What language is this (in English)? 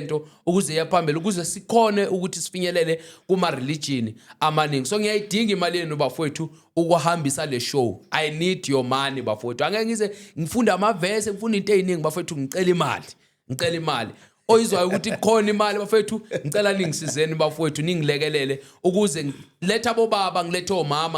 Zulu